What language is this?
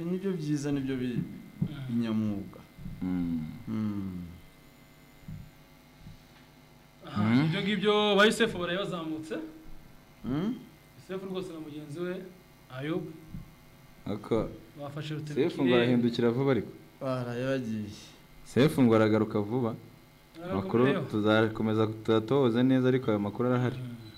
Kinyarwanda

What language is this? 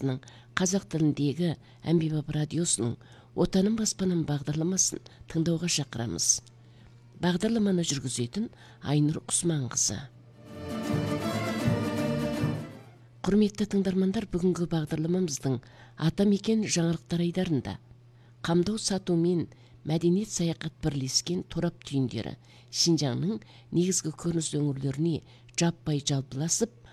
Kazakh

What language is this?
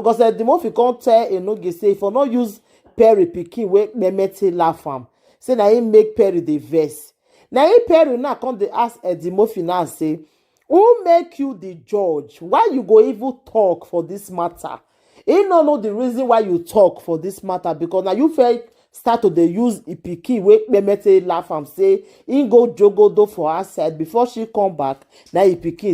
Nigerian Pidgin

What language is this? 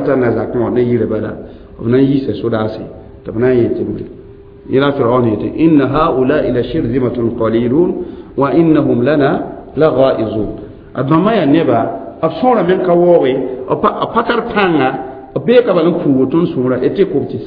Mossi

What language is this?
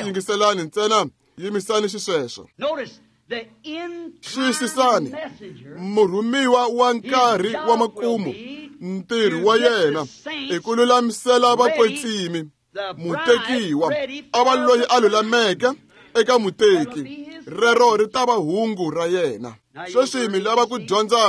Tsonga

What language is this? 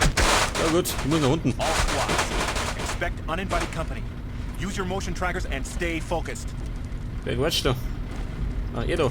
Bavarian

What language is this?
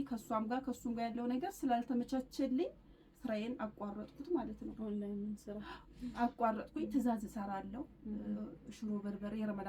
Amharic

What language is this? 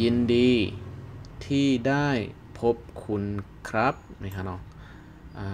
Shan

